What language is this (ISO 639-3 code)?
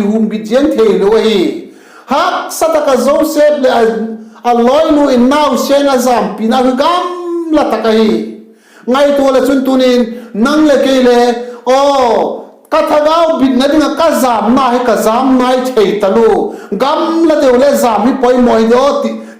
vap